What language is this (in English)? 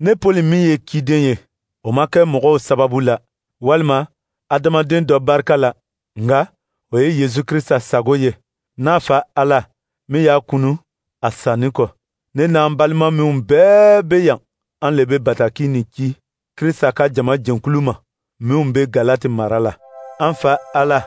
Dyula